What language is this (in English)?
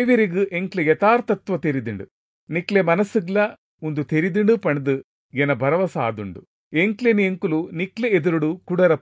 Tulu